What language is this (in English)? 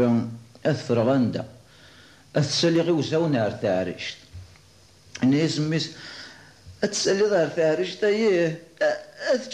Kabyle